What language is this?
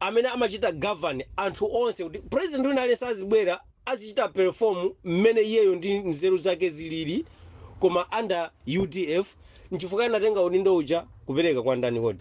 Nyanja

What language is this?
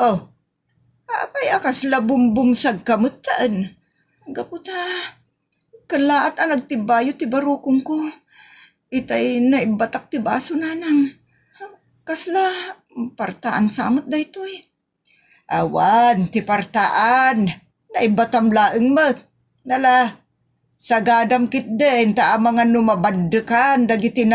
Iloko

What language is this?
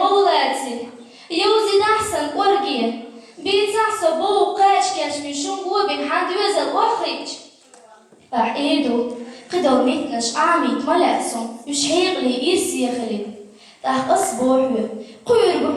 Chechen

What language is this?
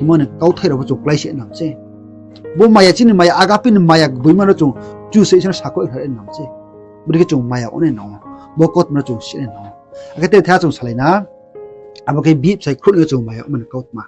Riang (India)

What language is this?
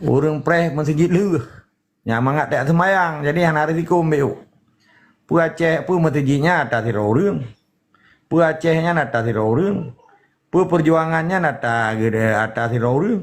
Achinese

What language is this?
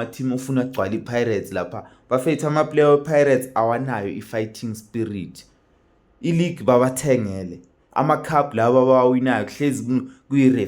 Zulu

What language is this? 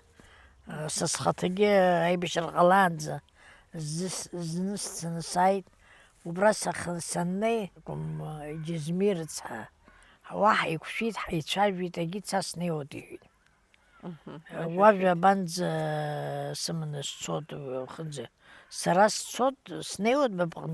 Abkhazian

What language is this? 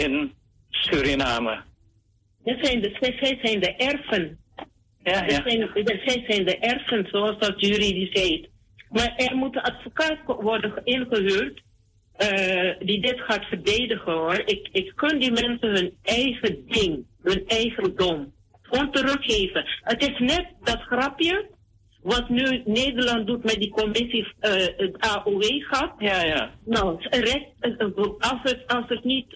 Dutch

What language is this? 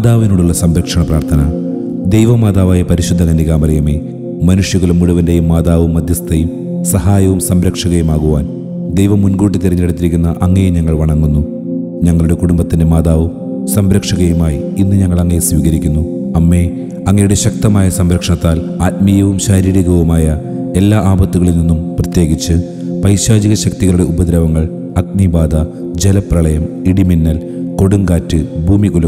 Malayalam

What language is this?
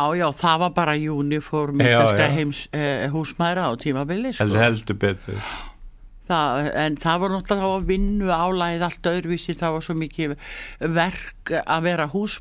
Icelandic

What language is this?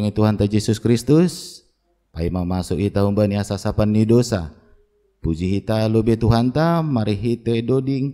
Batak Simalungun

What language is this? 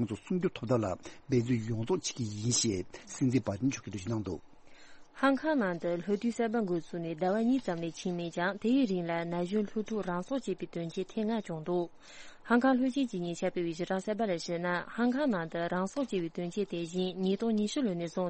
Tibetan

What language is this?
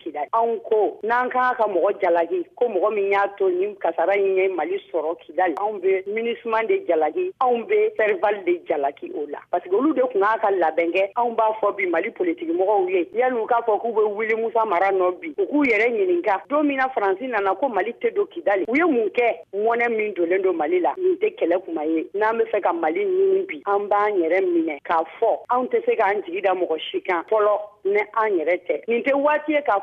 Bambara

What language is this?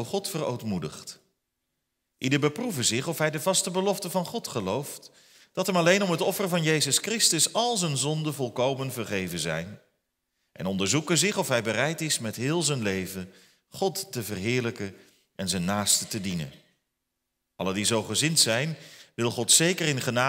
Dutch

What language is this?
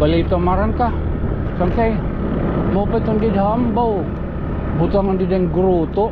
Waray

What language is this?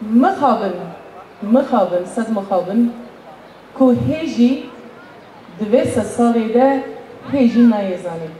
Kurdish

